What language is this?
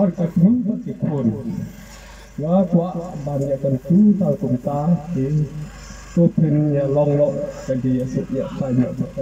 Khasi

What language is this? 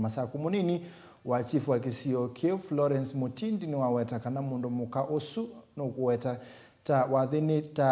Kamba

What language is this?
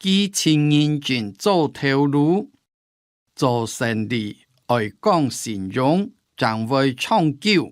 Hakka Chinese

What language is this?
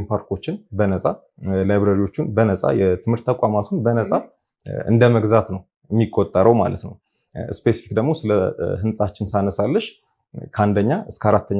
Amharic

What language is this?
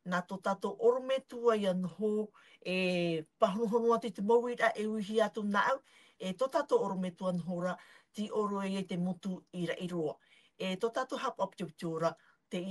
Tahitian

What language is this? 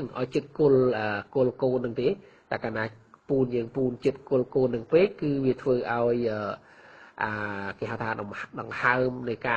Khmer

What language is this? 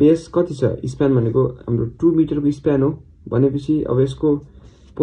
Nepali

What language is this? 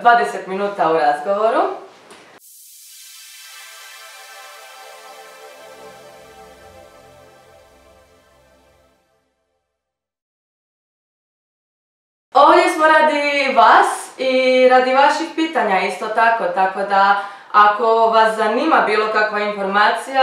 Croatian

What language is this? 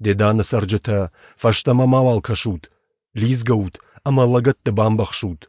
Ossetic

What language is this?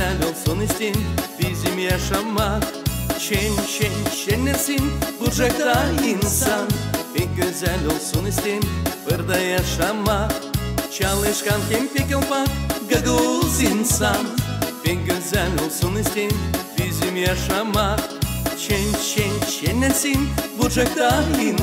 Gagauz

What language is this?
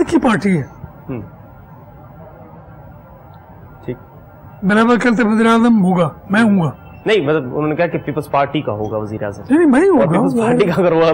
Urdu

